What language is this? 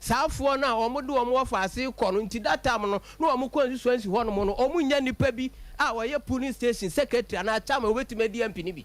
Akan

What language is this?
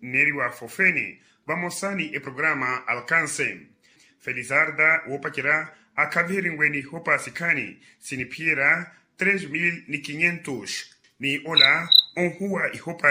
Makhuwa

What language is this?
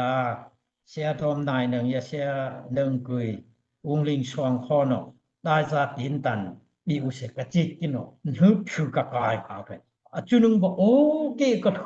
Daai Chin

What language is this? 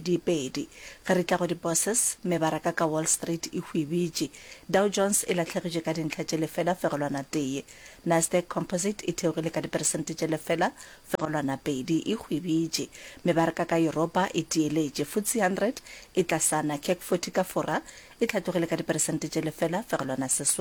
Northern Sotho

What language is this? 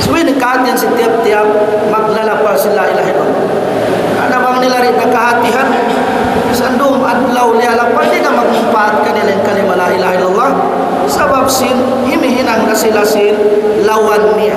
Tausug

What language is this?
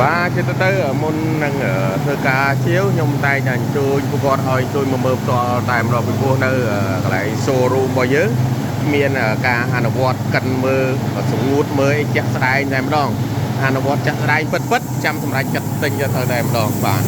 Khmer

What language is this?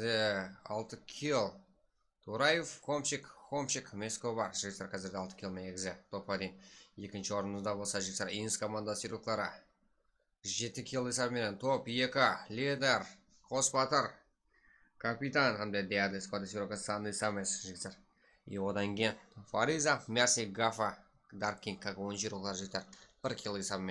Kara-Kalpak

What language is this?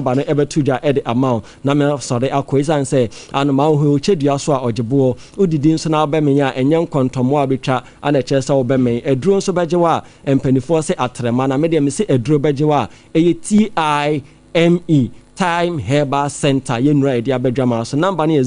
Akan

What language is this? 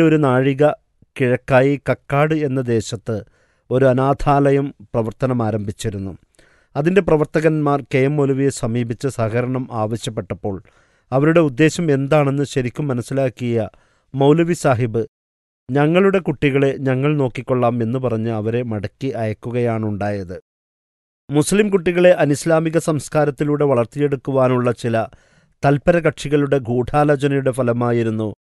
Malayalam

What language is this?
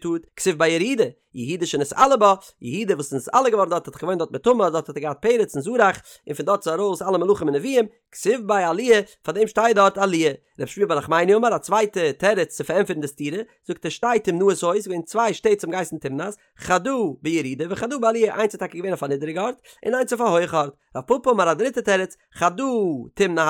Yiddish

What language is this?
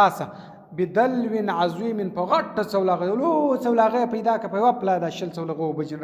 Pashto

